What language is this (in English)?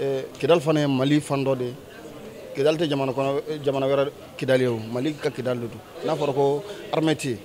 Bambara